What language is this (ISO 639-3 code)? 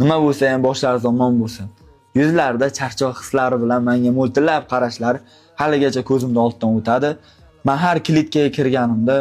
uzb